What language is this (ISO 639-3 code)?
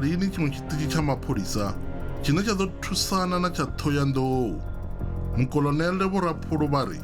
ven